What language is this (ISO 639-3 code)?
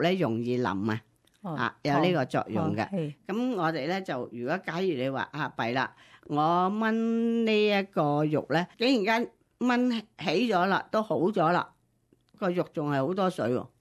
yue